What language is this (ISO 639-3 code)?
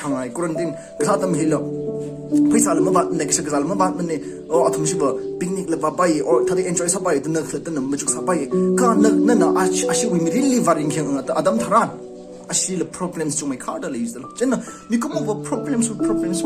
nmf